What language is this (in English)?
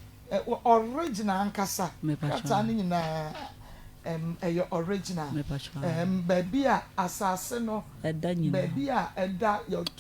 Akan